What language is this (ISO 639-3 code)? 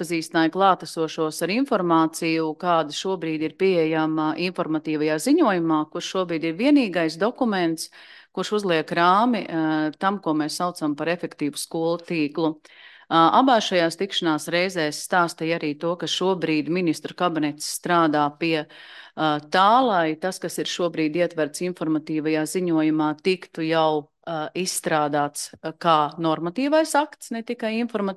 lav